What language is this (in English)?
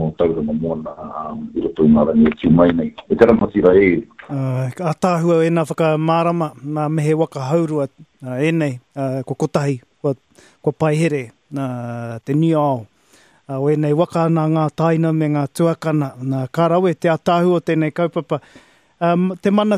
Māori